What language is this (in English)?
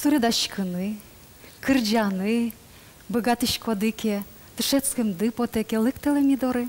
Udmurt